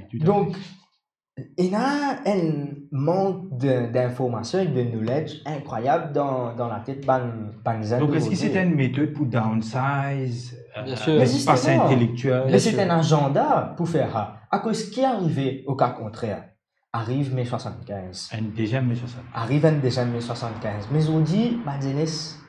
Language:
Morisyen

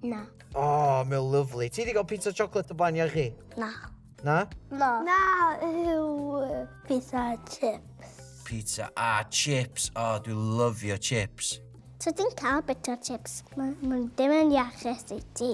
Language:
Welsh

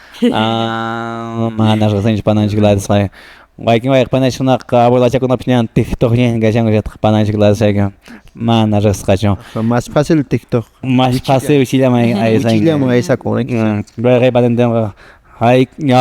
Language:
Quechua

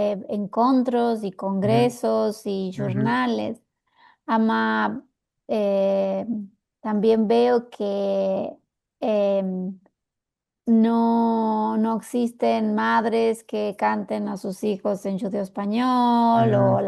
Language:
Ladino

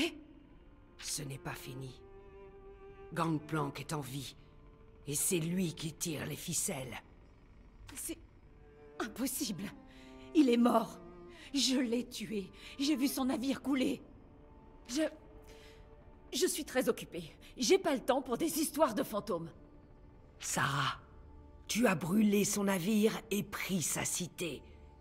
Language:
French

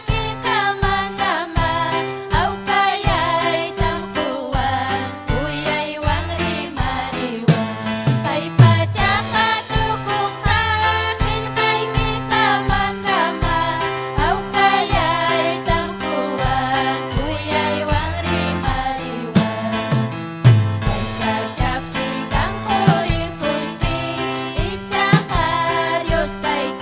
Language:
Ayacucho Quechua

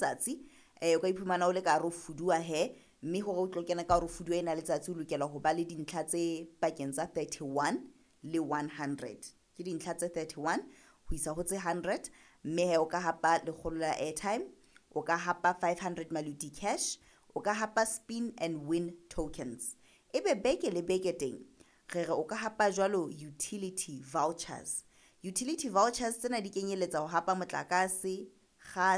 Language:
Southern Sotho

